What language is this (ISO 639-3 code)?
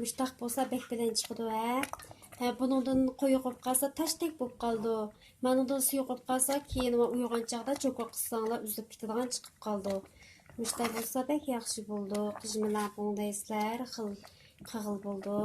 uig